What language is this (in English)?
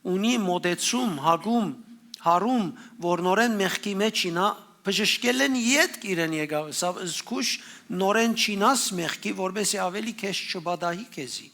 Western Armenian